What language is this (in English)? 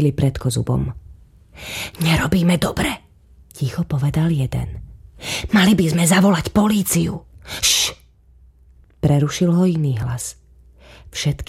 Slovak